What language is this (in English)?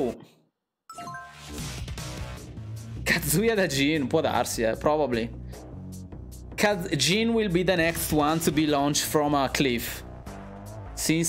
Italian